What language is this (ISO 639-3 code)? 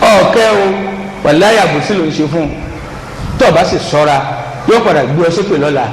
yor